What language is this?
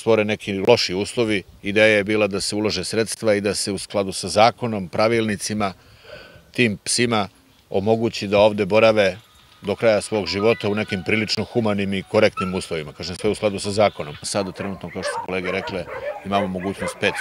Serbian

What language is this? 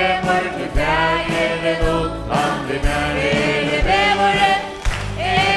Faroese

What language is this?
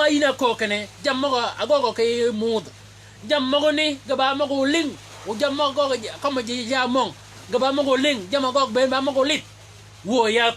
Shilluk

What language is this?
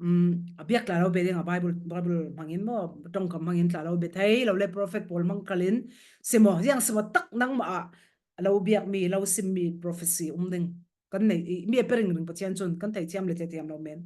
Falam Chin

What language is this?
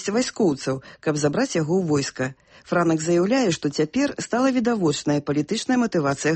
Belarusian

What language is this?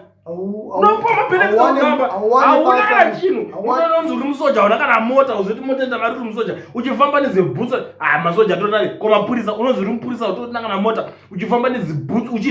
Shona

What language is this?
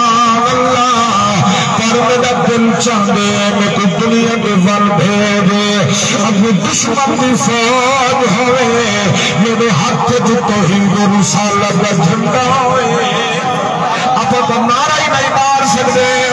Saraiki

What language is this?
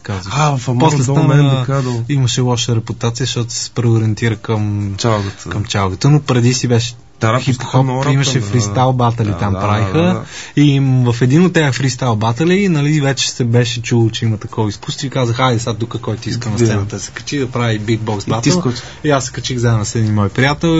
Bulgarian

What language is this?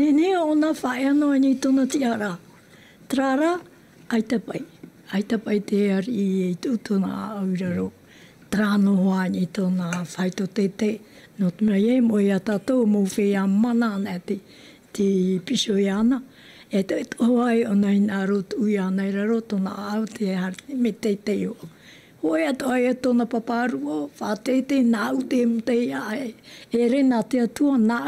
Tahitian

